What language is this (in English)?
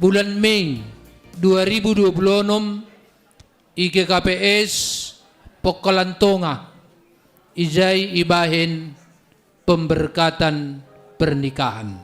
Batak Simalungun